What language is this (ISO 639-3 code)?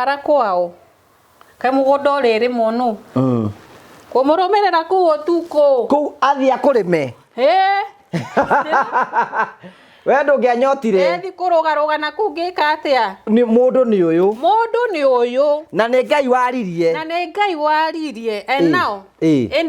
kik